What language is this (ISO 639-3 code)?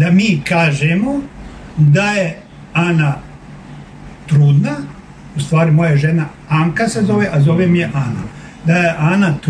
srp